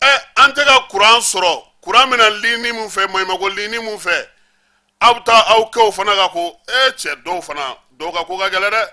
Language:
Bambara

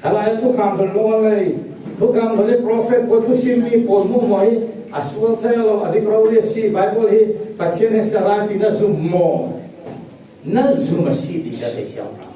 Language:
Falam Chin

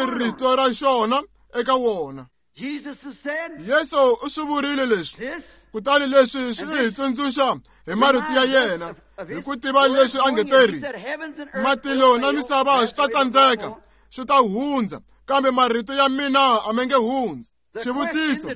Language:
Tsonga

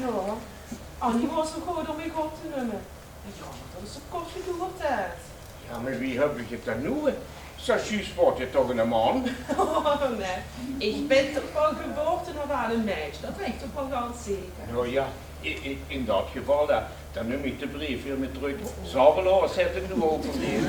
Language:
Limburgish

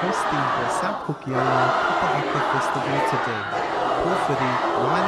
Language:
Māori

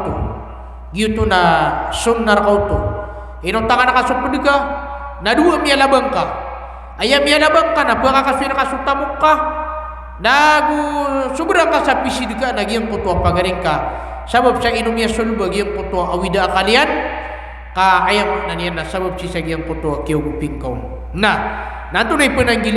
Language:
Maranao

